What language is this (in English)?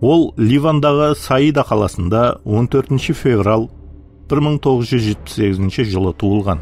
Kara-Kalpak